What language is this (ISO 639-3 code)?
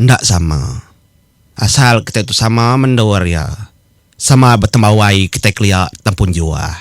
iba